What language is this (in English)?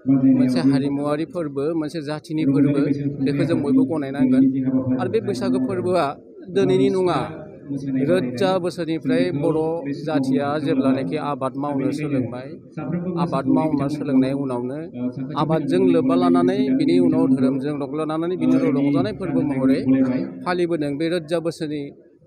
Bodo